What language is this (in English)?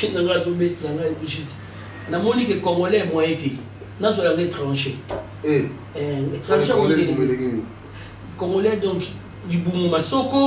Lingala